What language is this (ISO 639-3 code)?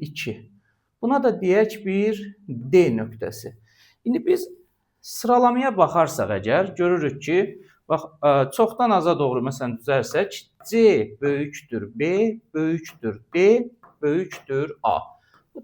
aze